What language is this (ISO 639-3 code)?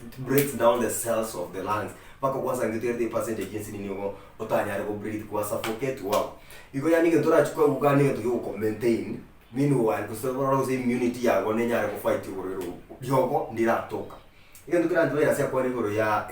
guz